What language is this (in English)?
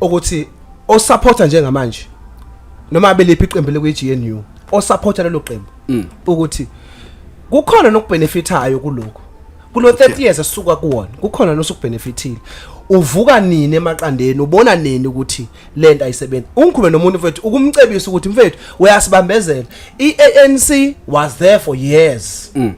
Zulu